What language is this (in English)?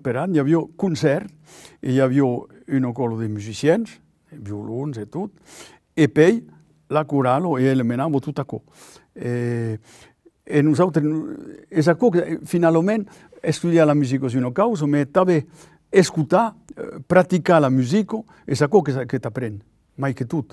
Occitan